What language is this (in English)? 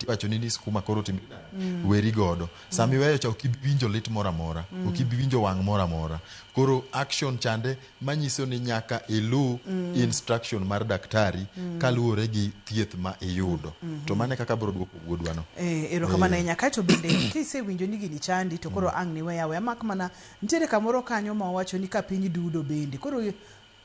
Luo (Kenya and Tanzania)